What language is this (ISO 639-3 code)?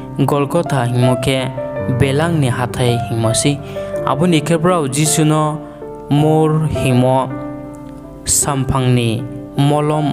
ria